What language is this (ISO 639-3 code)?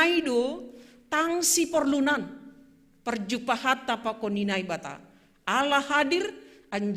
bts